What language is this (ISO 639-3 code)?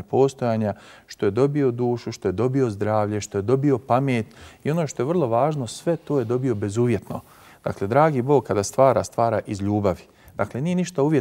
bos